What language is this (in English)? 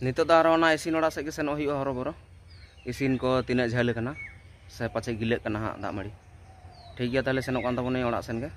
Santali